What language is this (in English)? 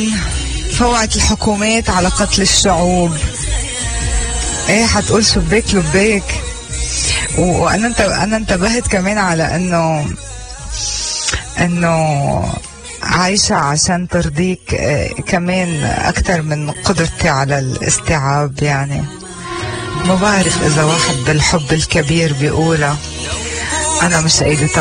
North Levantine Arabic